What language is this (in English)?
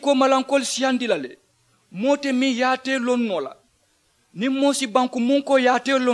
Mandingo